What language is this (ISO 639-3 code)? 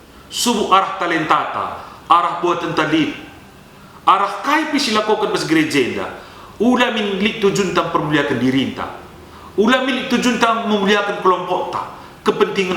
btx